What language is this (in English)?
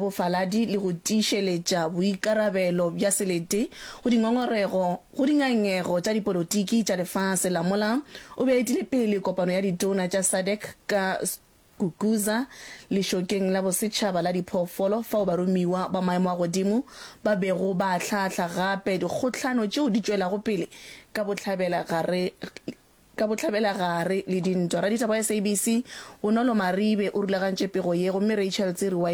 Northern Sotho